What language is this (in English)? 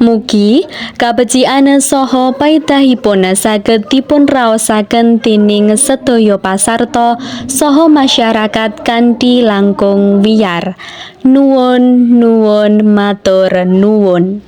Javanese